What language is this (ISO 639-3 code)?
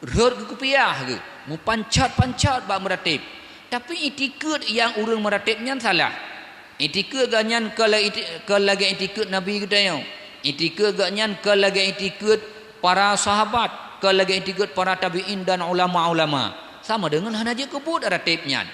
ace